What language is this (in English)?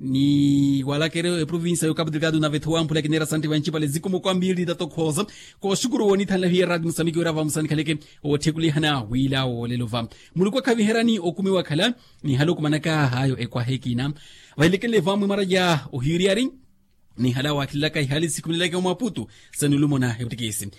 Makhuwa